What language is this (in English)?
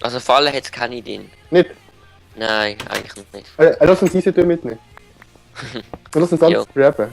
Swiss German